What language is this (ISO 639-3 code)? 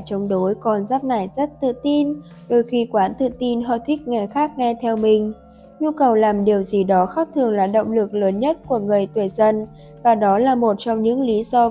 vie